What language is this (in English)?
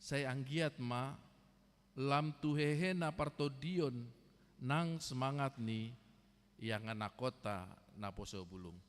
Batak Toba